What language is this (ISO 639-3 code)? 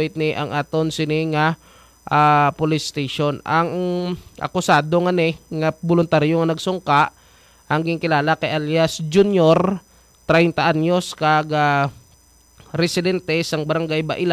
hil